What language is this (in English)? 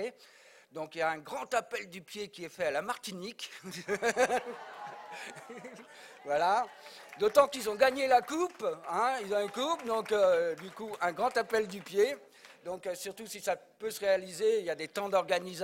French